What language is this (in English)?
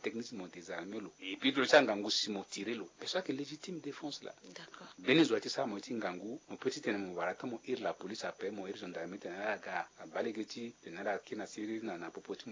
Sango